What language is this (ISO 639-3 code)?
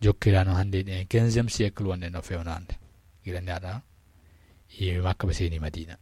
ful